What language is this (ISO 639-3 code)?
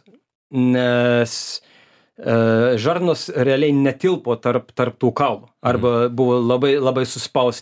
lit